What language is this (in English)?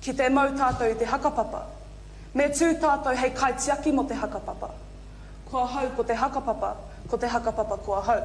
Māori